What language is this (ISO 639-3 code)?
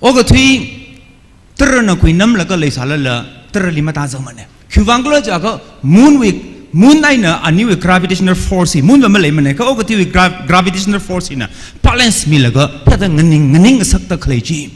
nmf